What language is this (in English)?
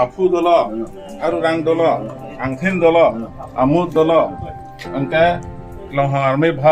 Karbi